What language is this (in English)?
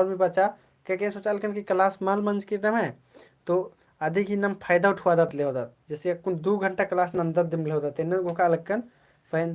Kurukh